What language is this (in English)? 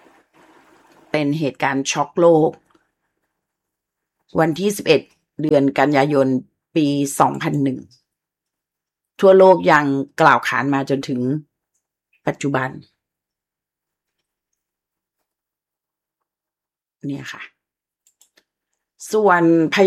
Thai